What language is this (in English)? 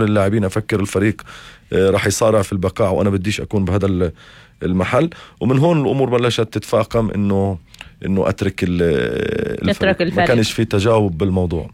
North Levantine Arabic